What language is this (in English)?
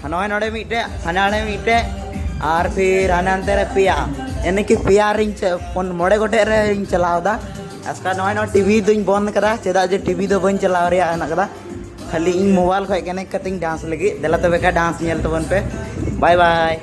Santali